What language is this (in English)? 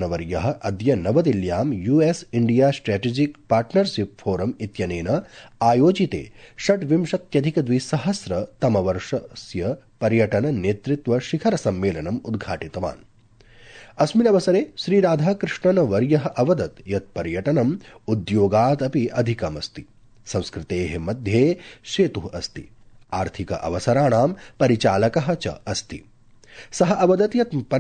Sanskrit